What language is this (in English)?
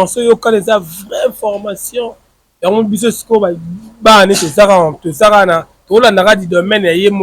Lingala